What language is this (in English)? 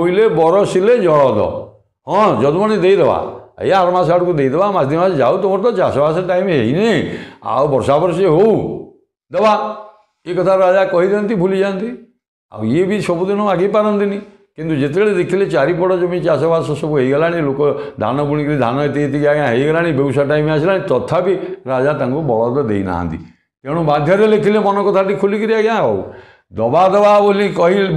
Odia